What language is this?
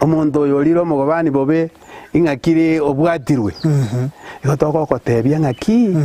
Gusii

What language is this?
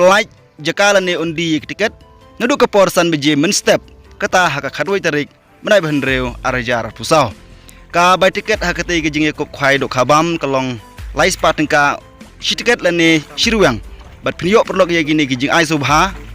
Khasi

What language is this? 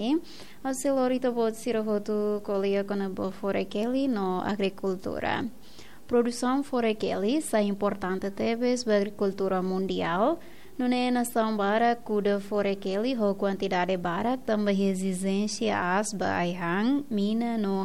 Tetum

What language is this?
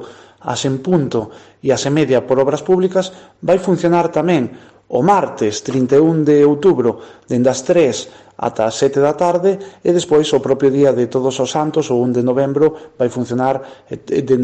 Galician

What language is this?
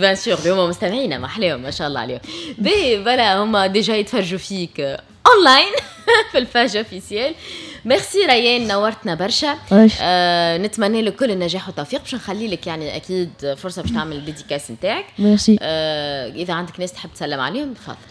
Tunisian Arabic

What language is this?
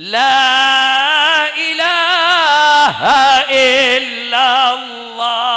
Madurese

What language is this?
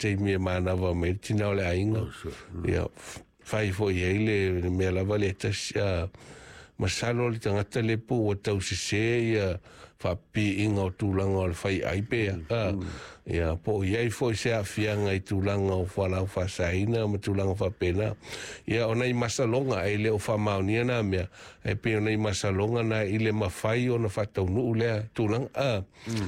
Samoan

